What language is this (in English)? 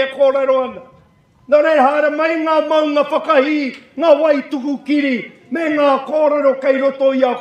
Māori